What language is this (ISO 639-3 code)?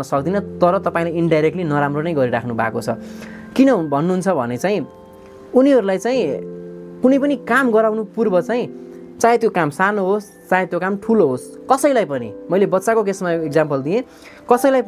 nep